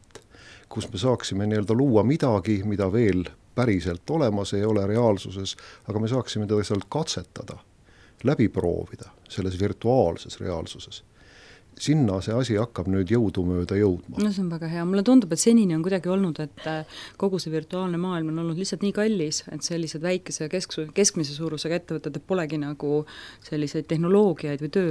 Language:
Estonian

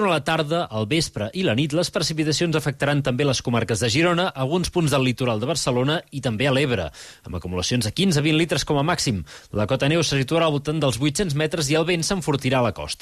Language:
Catalan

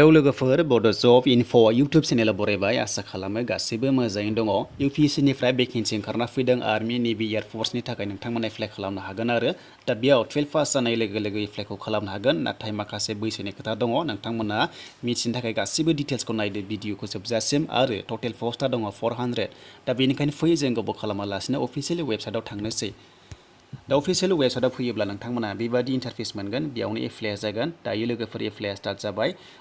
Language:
Bodo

